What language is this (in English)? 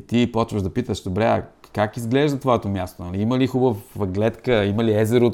Bulgarian